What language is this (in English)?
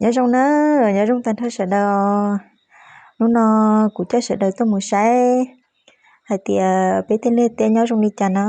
Hmong